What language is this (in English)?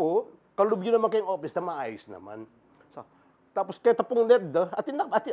Pampanga